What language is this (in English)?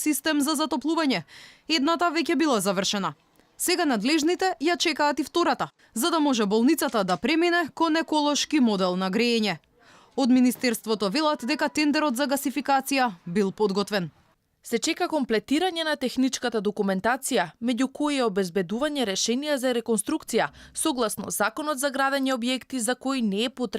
Macedonian